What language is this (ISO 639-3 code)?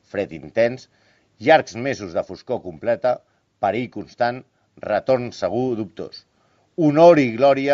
cat